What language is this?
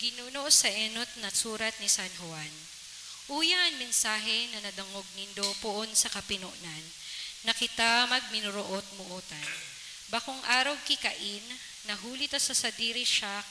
Bikol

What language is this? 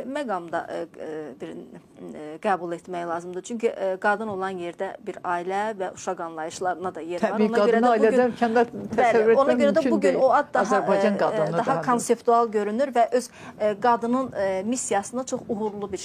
Azerbaijani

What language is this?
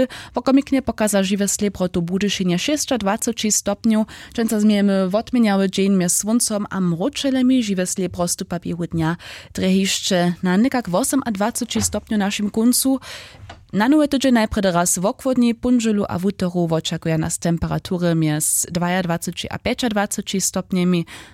Upper Sorbian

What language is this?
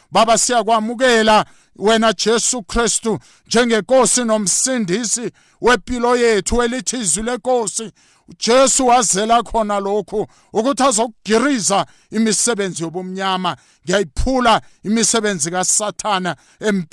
South Ndebele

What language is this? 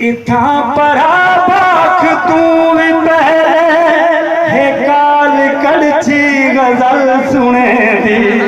Saraiki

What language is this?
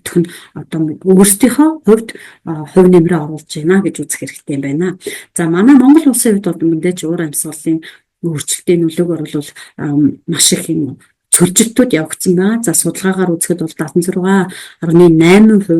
Mongolian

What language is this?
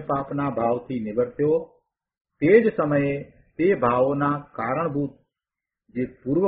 Gujarati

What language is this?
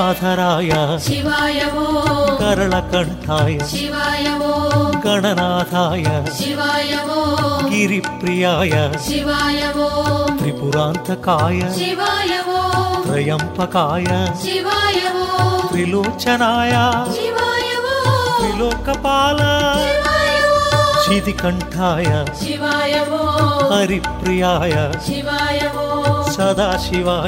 Telugu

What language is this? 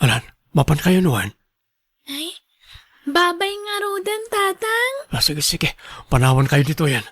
Iloko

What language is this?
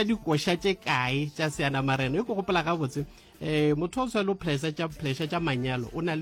Northern Sotho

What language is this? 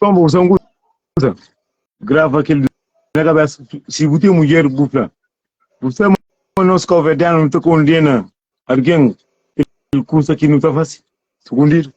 Kabuverdianu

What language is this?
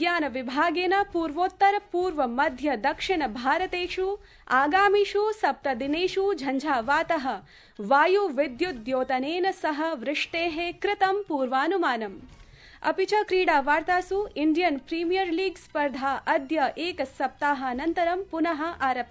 Sanskrit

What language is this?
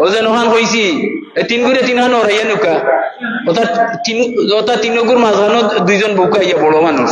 Sylheti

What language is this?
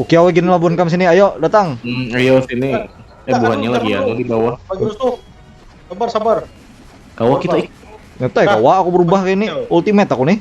Banjar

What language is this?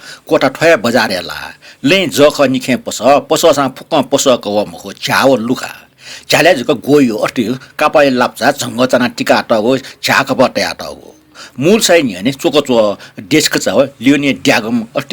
Newari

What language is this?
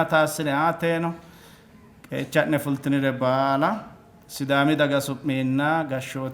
Sidamo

